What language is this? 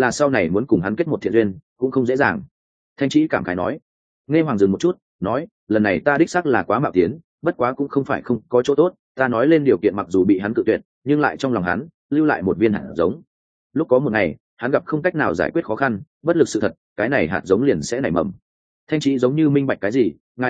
Vietnamese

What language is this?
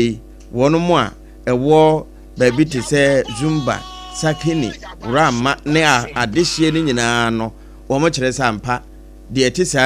Akan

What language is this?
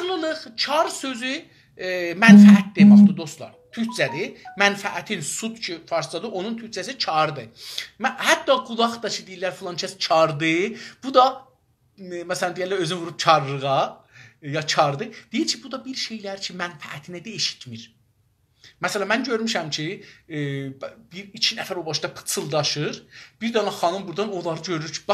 South Azerbaijani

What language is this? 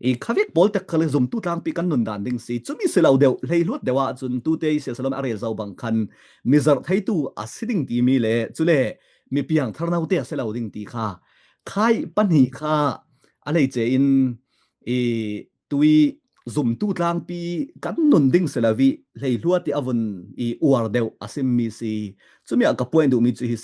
Falam Chin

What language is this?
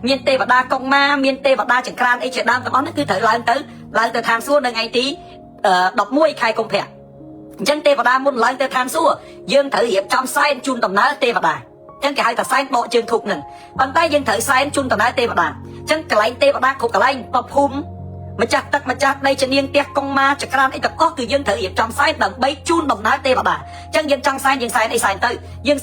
Khmer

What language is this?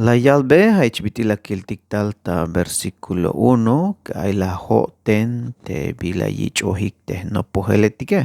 Tzeltal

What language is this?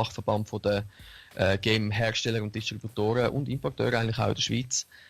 Swiss German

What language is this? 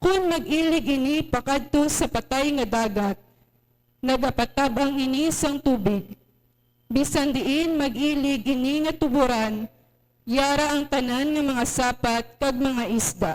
Hiligaynon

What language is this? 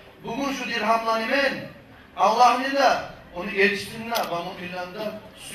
Kumyk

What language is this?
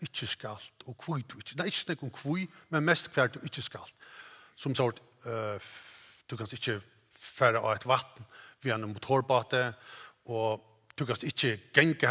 Faroese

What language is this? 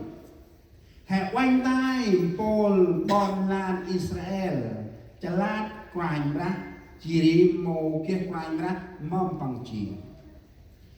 Central Mnong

